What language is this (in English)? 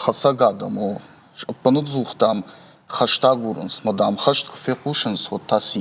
Ossetic